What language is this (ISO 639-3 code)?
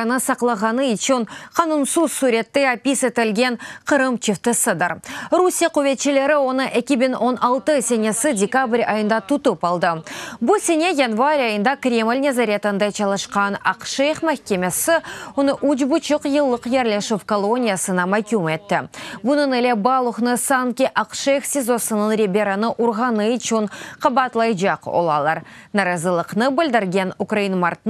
crh